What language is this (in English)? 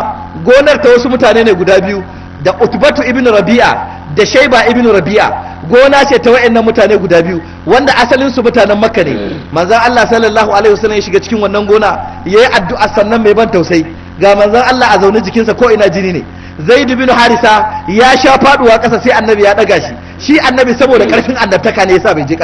Hausa